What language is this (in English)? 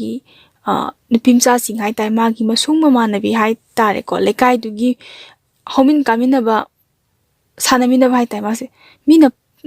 Manipuri